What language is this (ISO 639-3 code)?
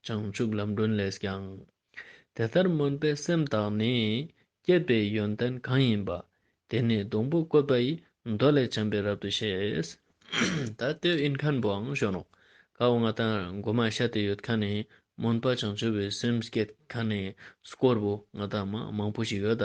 lbj